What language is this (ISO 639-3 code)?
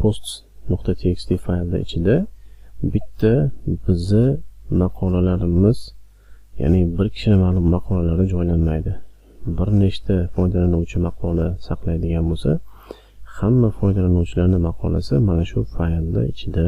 uzb